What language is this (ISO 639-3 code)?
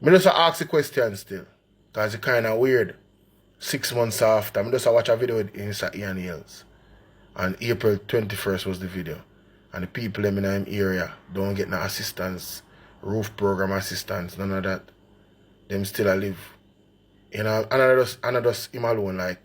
jam